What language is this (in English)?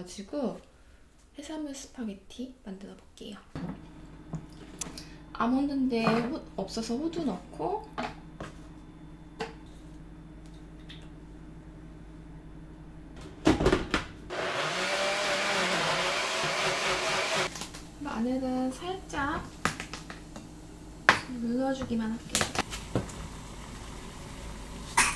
Korean